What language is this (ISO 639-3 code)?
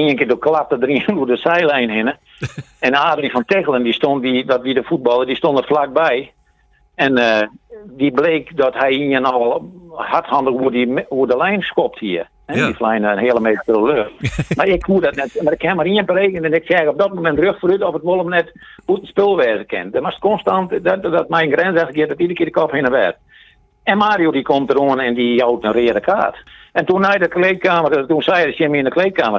fry